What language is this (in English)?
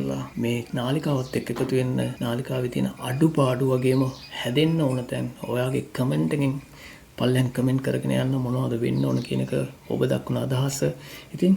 Sinhala